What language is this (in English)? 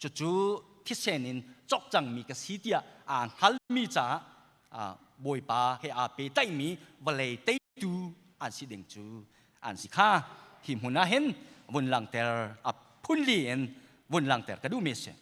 Hakha Chin